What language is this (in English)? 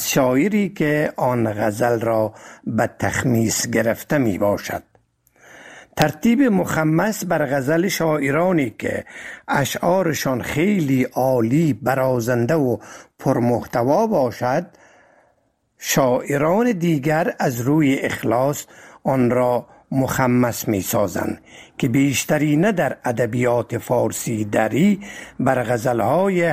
Persian